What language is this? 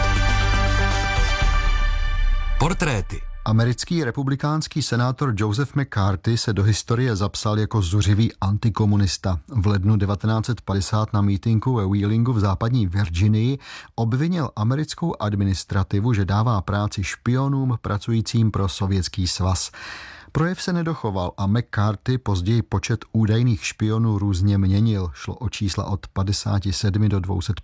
Czech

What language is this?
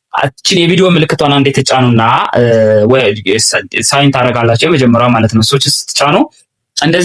Amharic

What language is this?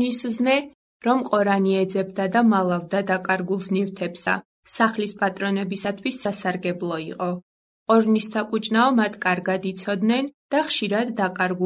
Georgian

